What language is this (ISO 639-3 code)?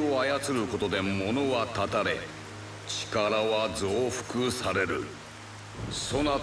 jpn